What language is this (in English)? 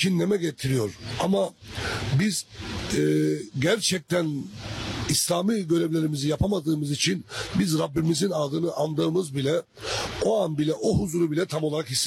Turkish